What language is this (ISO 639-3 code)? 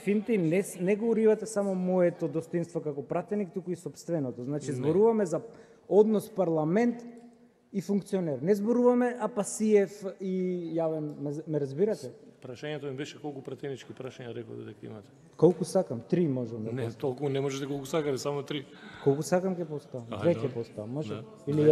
mkd